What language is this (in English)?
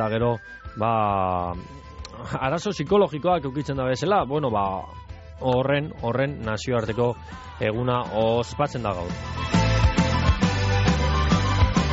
Basque